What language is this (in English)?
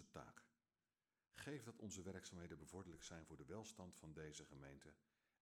Dutch